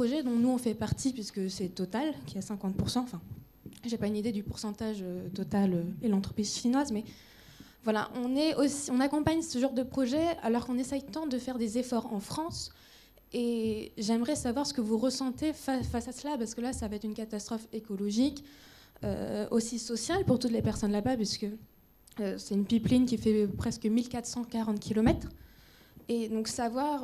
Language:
French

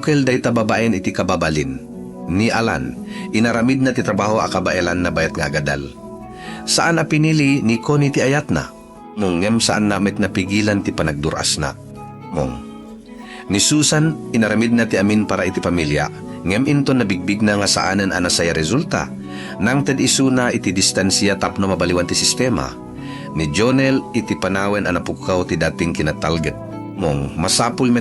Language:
Iloko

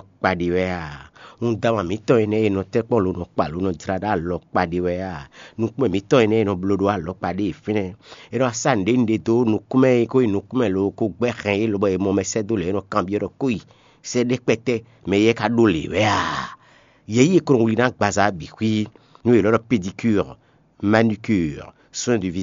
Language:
Fon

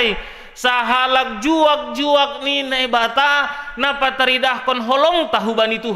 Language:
Batak Simalungun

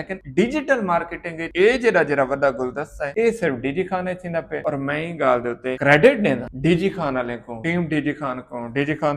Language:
Saraiki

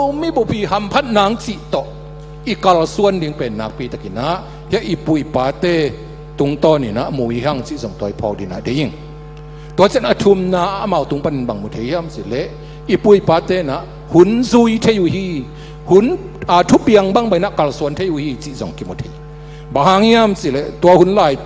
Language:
Tedim Chin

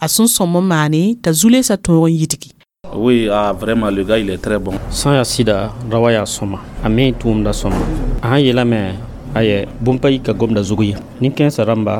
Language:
Mossi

